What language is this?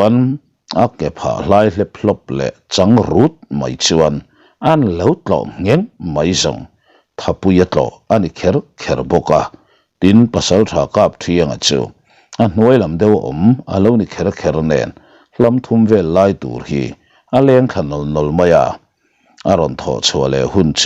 Mizo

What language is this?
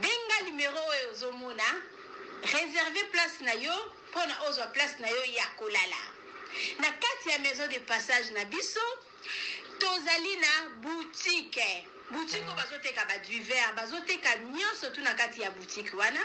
Lingala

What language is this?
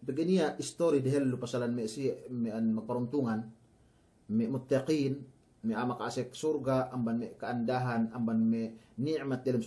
Yakan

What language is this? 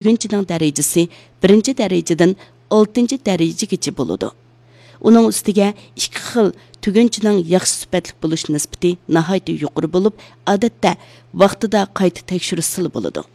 Uyghur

